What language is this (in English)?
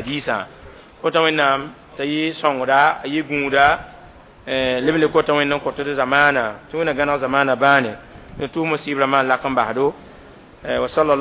Mossi